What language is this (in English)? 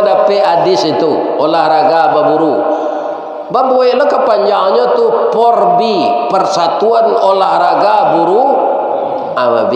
Minangkabau